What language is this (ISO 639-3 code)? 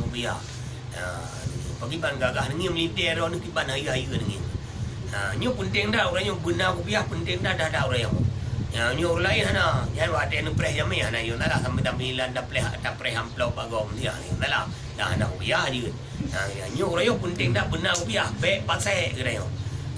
ace